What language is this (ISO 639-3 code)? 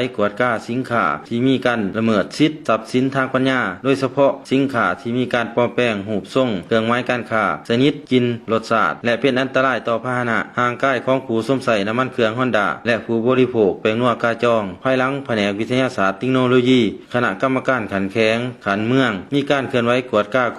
lao